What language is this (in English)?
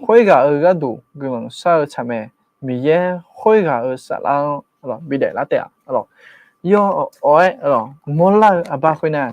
Akha